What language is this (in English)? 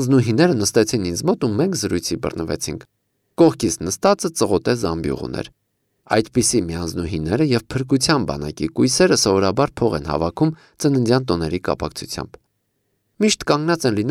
Armenian